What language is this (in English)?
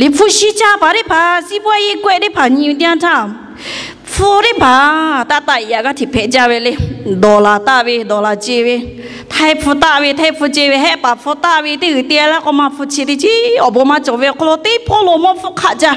Lahu